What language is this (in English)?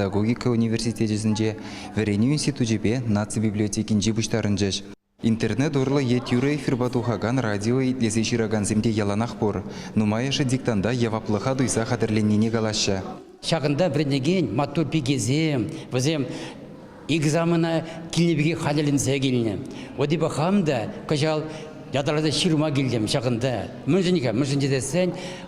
Chuvash